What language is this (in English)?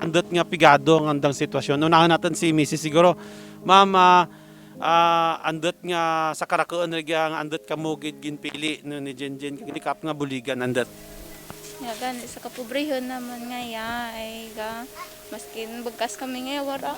Kinaray-a